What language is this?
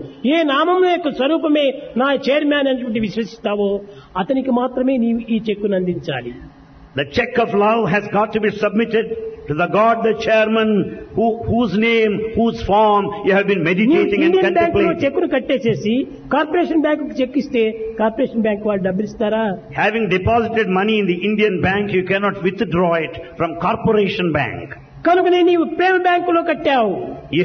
Telugu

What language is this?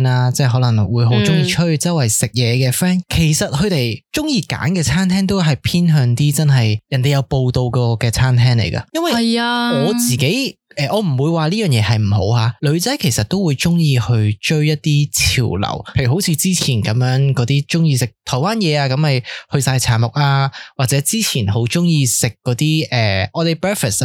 Cantonese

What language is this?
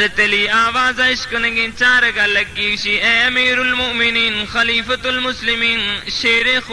Baluchi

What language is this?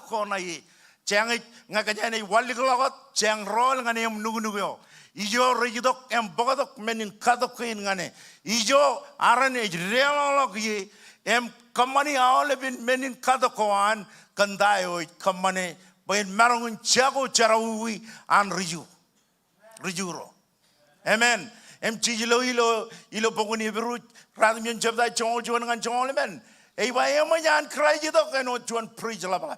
Marshallese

